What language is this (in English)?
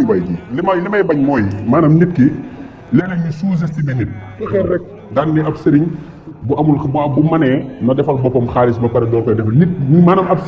Wolof